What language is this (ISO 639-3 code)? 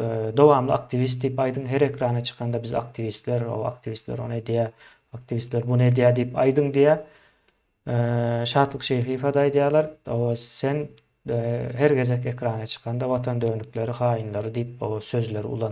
tuk